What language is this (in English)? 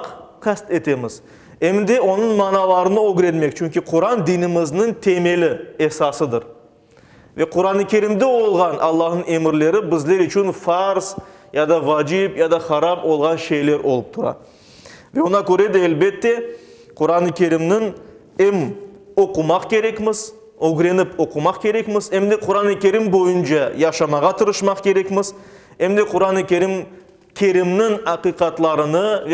Crimean Tatar